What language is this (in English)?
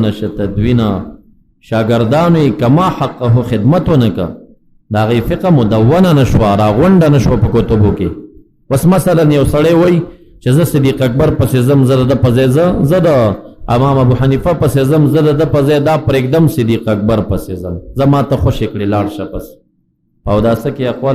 Pashto